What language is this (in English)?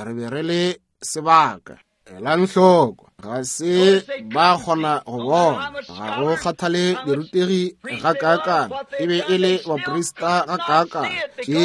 Northern Sotho